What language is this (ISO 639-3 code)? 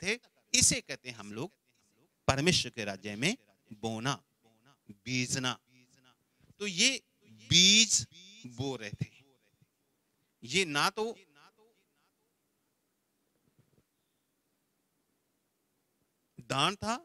hin